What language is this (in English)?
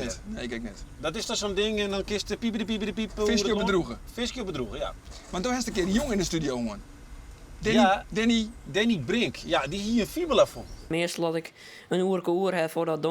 Western Frisian